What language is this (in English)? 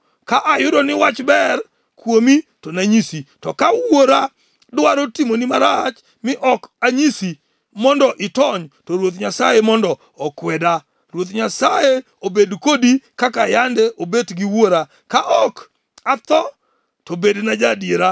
Luo (Kenya and Tanzania)